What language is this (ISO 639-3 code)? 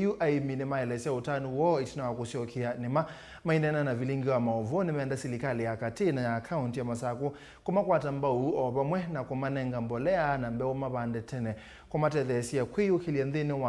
kam